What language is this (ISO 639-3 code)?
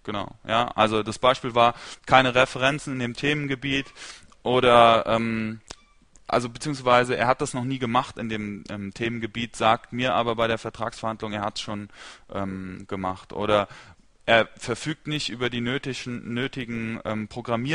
deu